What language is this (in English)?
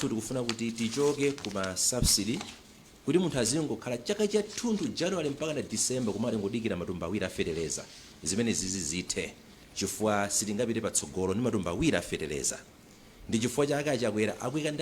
Nyanja